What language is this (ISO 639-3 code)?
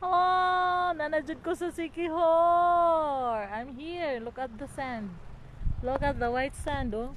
ceb